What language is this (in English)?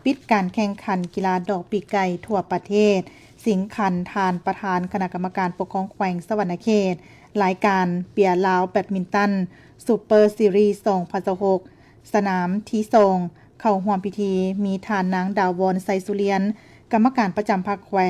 Lao